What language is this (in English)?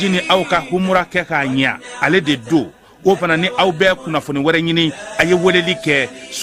Bambara